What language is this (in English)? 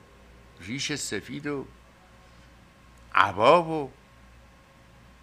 Persian